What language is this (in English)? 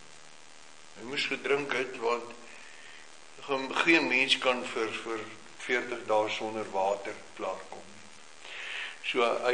Afrikaans